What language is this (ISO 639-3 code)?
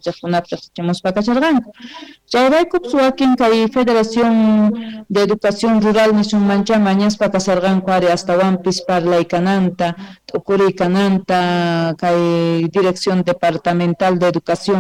que